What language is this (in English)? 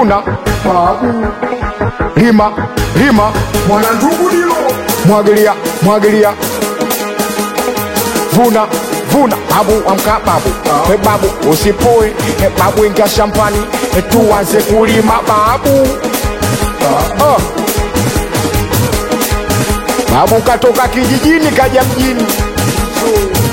Swahili